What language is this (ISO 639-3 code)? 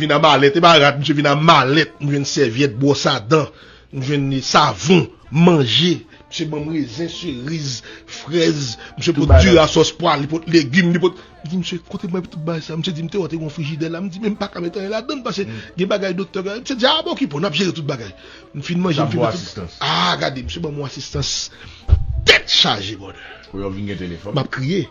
hat